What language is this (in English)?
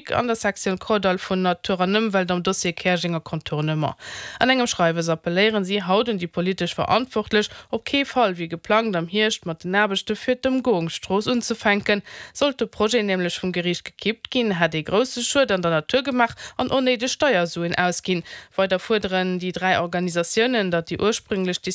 Luxembourgish